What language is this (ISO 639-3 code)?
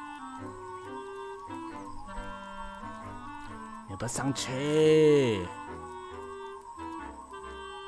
zho